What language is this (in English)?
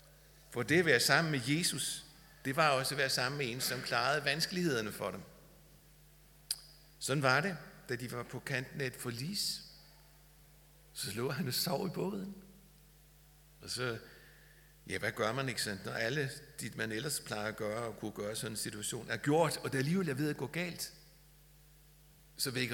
Danish